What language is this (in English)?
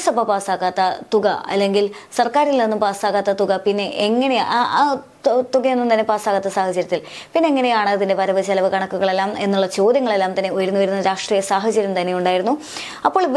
Malayalam